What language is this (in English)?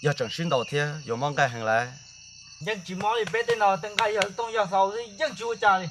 Hmong